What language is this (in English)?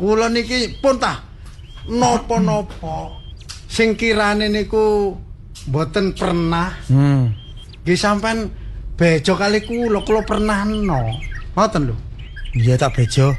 Javanese